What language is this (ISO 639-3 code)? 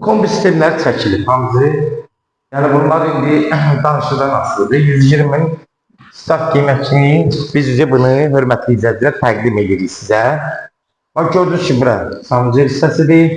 aze